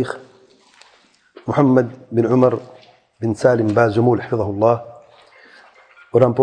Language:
Urdu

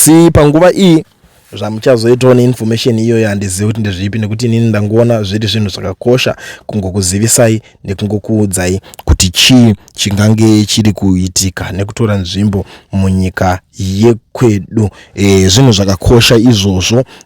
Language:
Shona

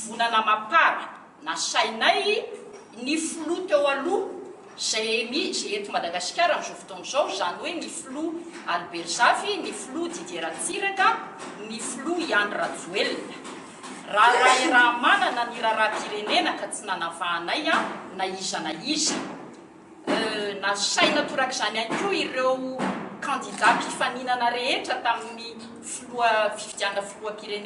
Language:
Malagasy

